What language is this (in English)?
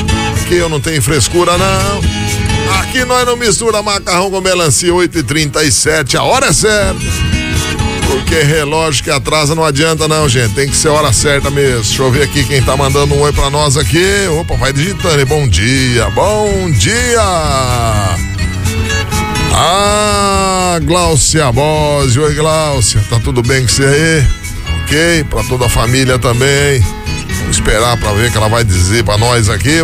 Portuguese